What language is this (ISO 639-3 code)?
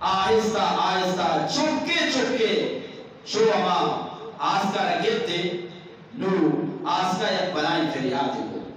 bgp